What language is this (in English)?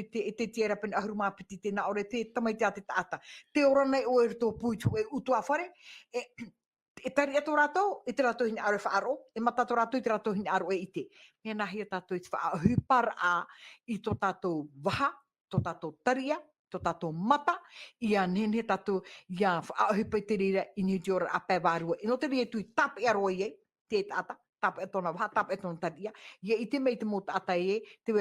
Tahitian